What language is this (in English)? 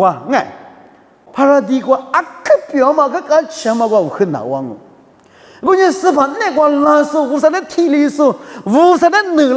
Lisu